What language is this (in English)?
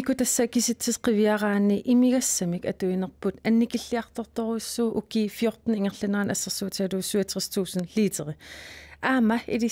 Kalaallisut